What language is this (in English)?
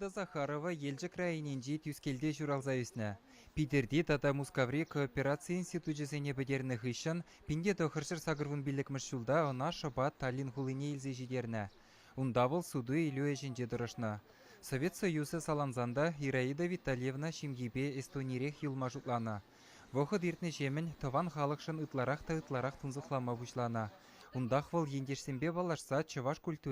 Chuvash